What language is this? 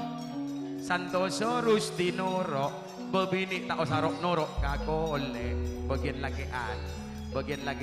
Madurese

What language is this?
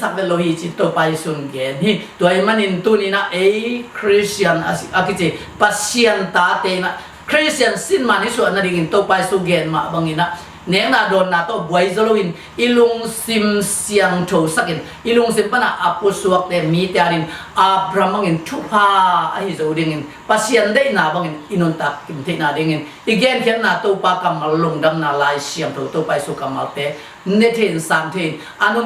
Tedim Chin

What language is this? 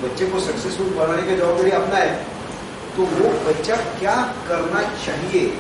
Hindi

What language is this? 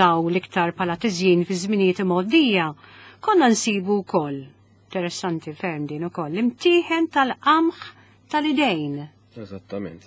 Maltese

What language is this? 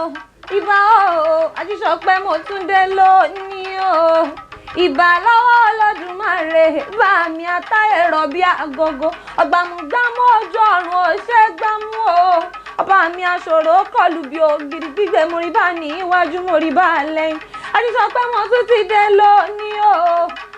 Yoruba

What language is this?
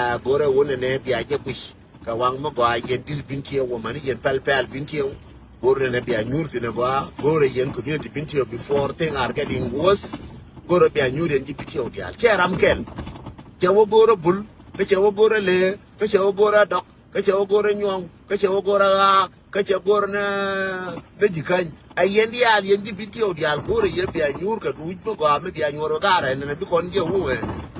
Nuer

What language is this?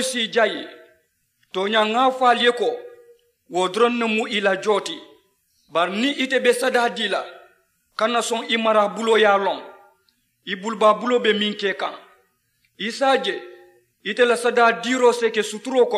Mandingo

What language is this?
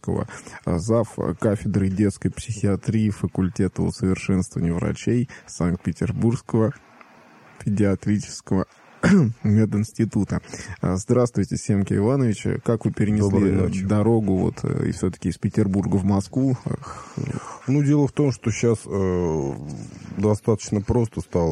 Russian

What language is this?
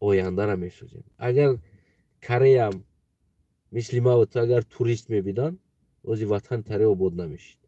Tajik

